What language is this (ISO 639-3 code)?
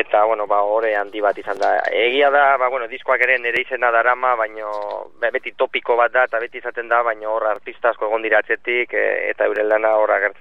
eus